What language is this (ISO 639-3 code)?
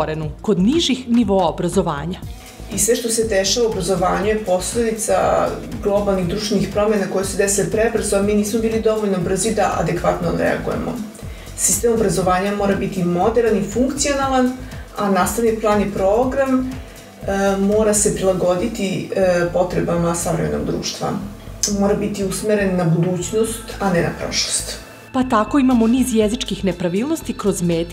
srp